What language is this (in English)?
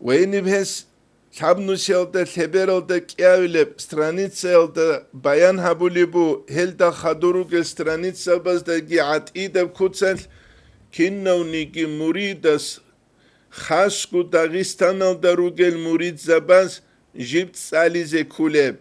Avaric